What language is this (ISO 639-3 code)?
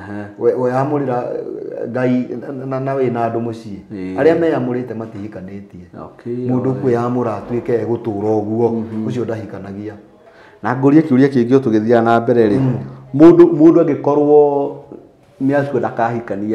kik